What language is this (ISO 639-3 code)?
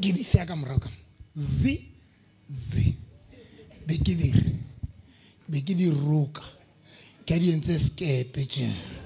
sot